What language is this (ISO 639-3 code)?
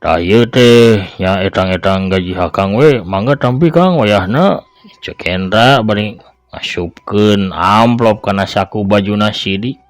sun